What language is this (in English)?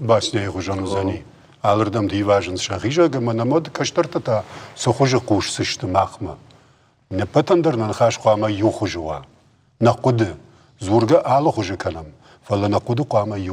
Ossetic